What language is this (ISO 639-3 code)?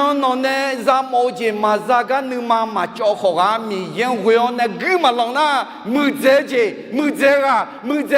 ahk